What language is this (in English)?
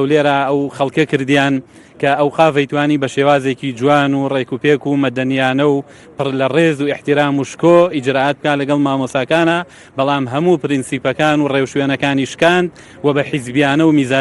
Central Kurdish